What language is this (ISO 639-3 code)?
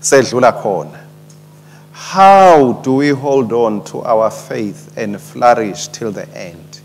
ssw